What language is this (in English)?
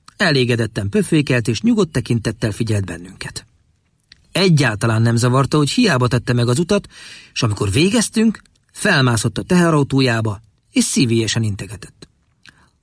Hungarian